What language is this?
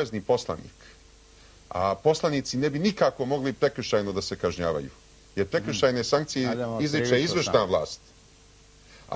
Serbian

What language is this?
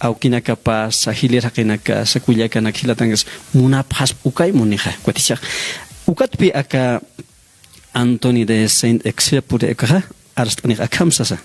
Aymara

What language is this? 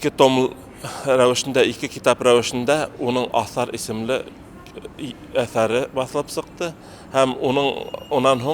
Bashkir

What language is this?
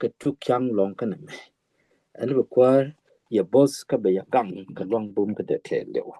Nuer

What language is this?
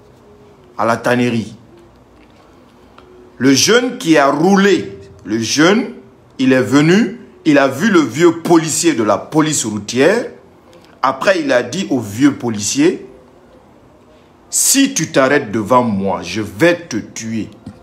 French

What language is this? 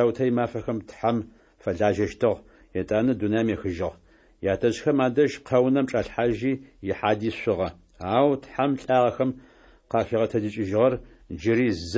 Adyghe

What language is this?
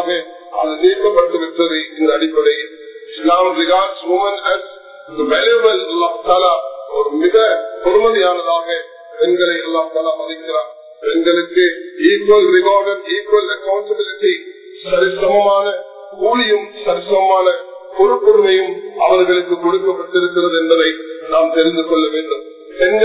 Tamil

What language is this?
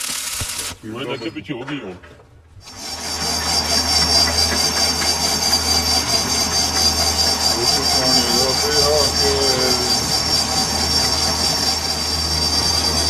Punjabi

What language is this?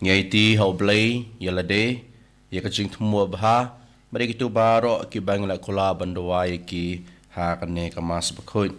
Khasi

